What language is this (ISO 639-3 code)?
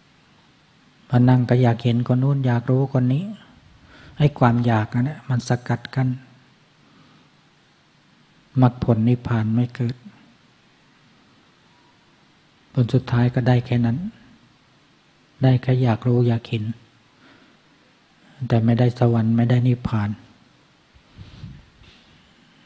tha